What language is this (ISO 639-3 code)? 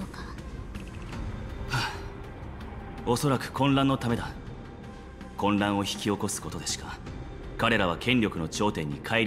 jpn